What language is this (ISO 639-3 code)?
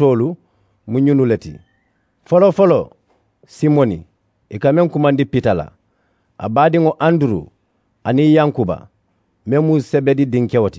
man